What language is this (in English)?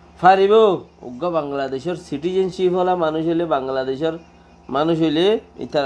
Rohingya